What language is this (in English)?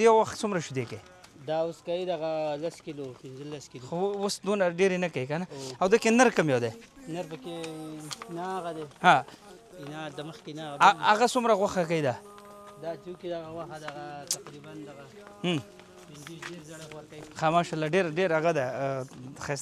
Pashto